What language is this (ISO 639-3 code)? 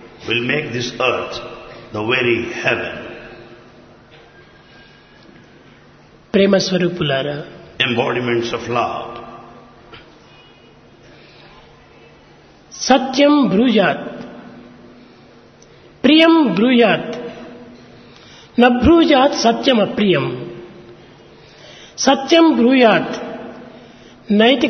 tel